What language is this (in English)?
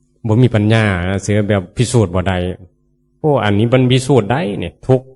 Northeastern Thai